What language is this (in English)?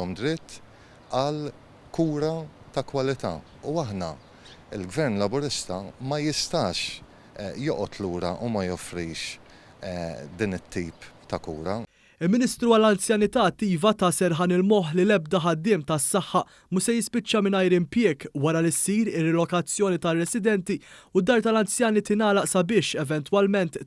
Maltese